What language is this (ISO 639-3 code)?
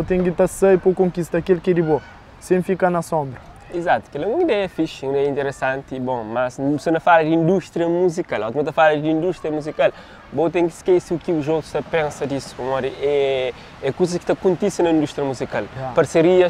kea